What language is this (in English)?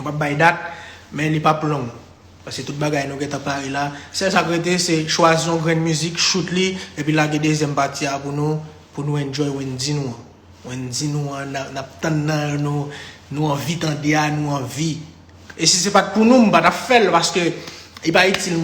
Haitian Creole